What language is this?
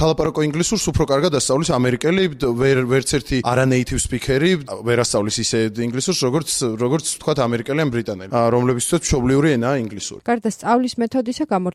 Georgian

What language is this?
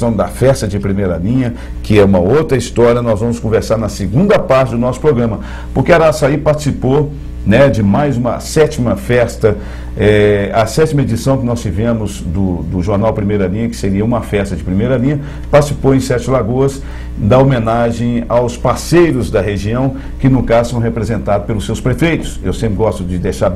Portuguese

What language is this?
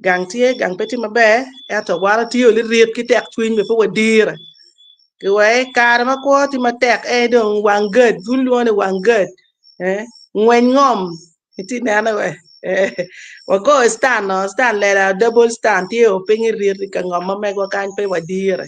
Acoli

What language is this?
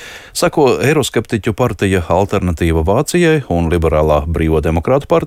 Latvian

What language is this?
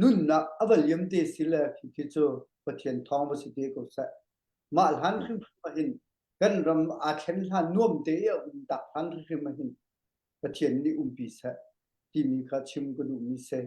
Hakha Chin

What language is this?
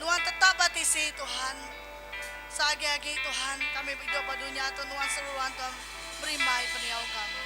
Iban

